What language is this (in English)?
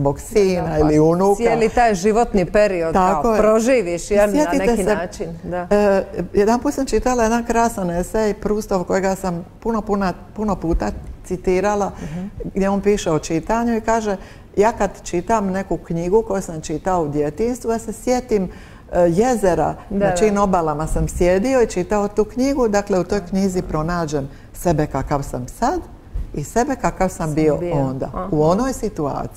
Croatian